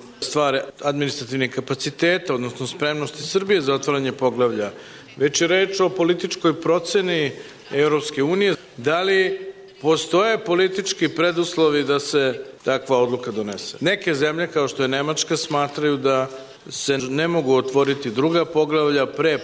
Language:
Serbian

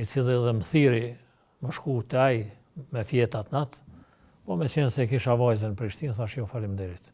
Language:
Albanian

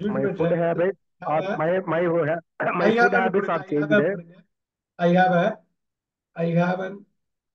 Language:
Tamil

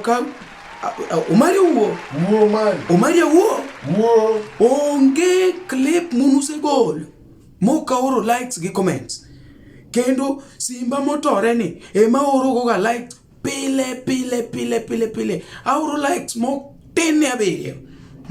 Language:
Luo (Kenya and Tanzania)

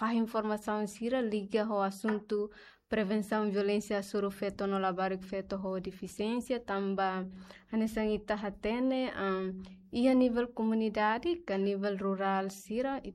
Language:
Tetum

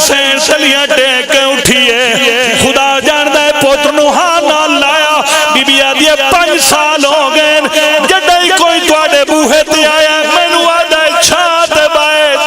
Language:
Pahari-Potwari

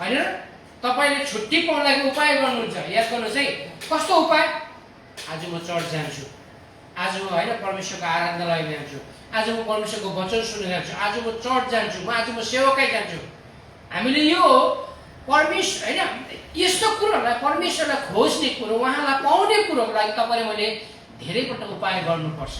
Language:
Nepali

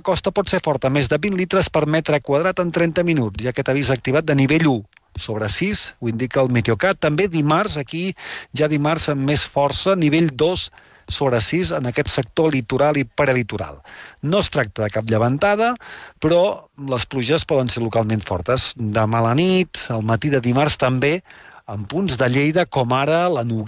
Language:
Catalan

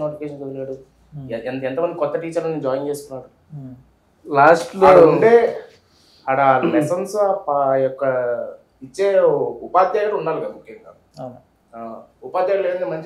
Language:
Telugu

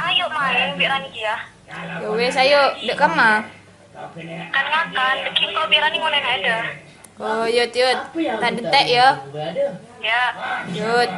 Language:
Madurese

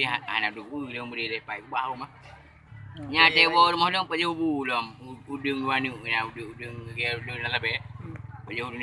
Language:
Achinese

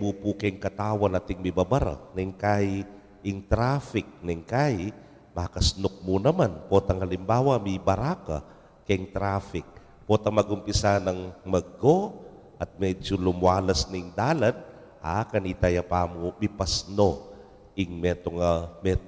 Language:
Pampanga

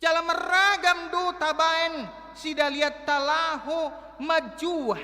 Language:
Batak Toba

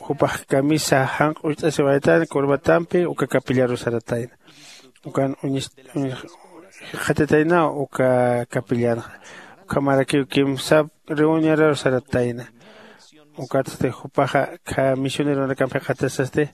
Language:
Aymara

